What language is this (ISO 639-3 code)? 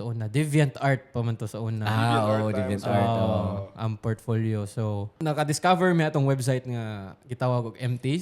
ceb